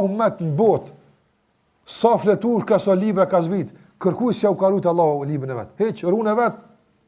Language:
Albanian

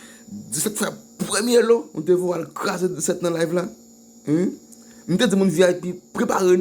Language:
Haitian Creole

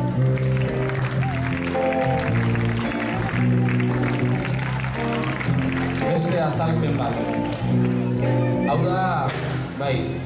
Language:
Basque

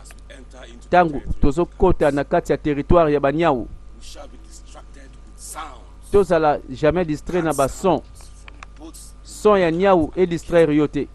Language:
Lingala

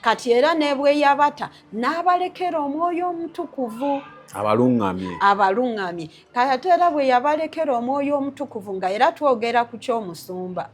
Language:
Ganda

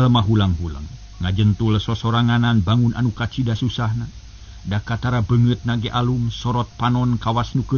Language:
Sundanese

